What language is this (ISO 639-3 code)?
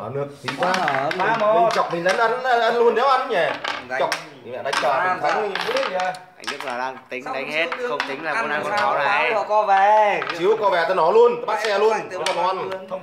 vie